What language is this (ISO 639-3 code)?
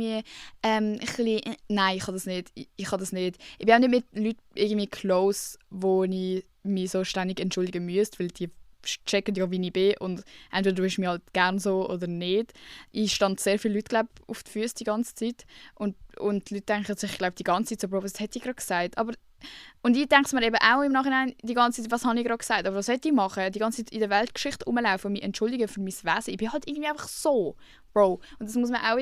gsw